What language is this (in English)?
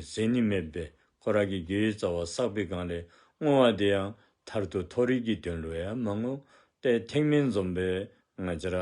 Dzongkha